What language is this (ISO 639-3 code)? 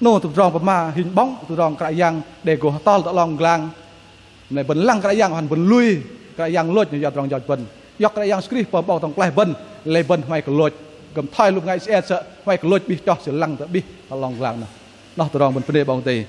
bdq